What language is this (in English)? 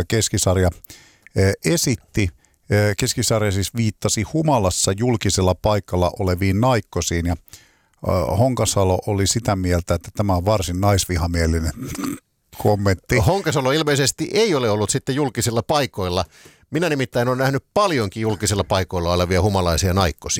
Finnish